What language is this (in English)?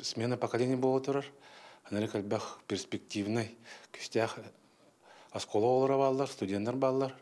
Yakut